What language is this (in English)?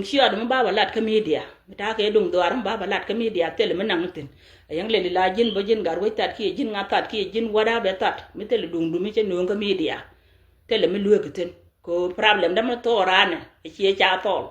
Nuer